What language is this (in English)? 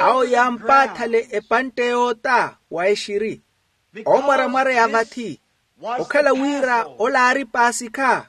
Makhuwa